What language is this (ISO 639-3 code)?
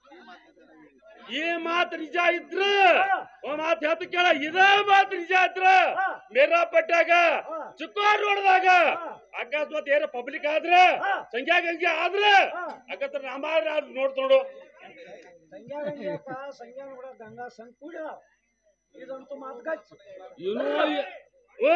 kan